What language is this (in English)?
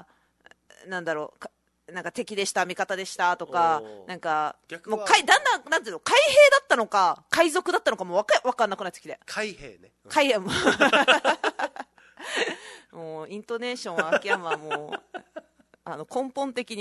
Japanese